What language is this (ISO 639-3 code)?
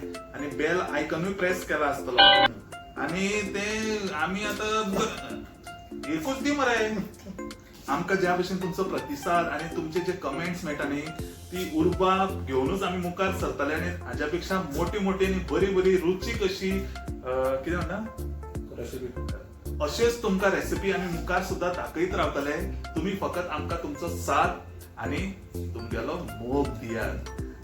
kok